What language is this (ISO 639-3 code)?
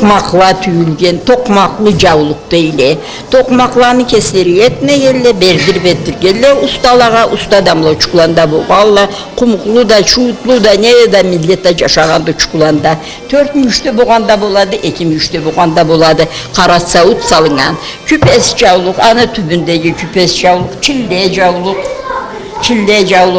krc